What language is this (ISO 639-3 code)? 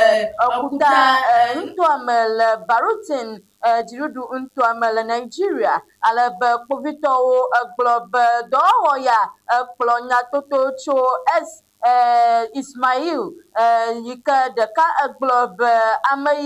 ewe